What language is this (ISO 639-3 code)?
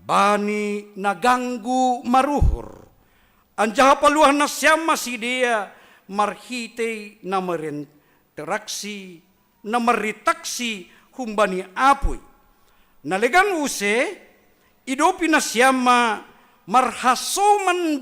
bts